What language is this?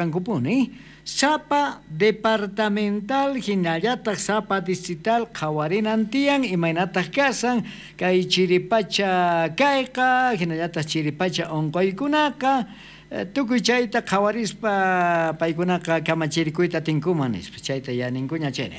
South Bolivian Quechua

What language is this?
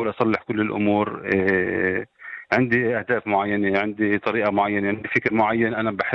North Levantine Arabic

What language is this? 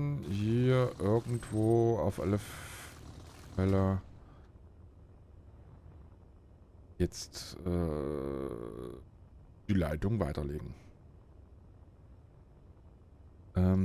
German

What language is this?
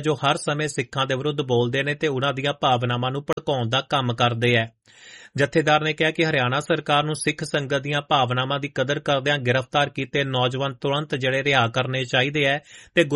Punjabi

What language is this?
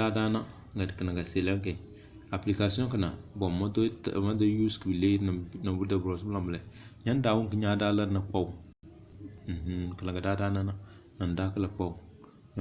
Tem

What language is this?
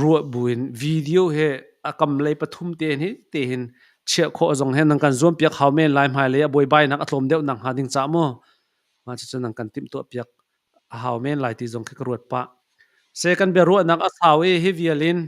Hakha Chin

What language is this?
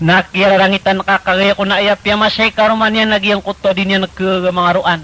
Maranao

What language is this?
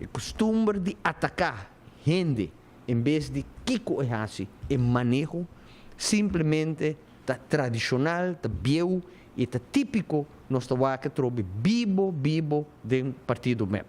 Papiamento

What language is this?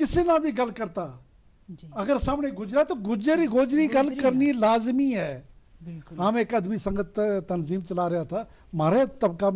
Gujari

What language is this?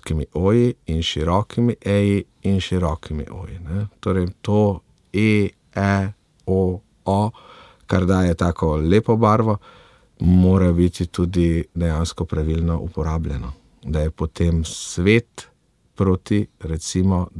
Slovenian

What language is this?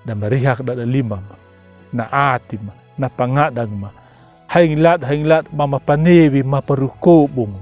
Anakalangu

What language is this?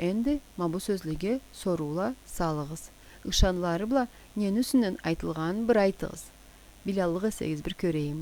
Karachay-Balkar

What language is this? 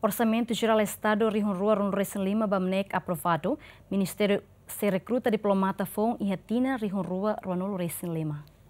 Tetum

